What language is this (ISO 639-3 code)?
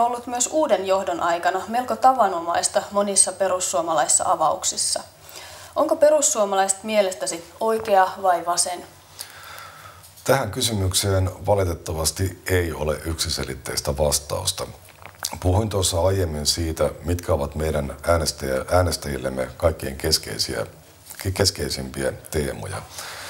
fin